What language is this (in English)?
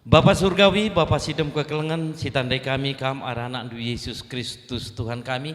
Batak Karo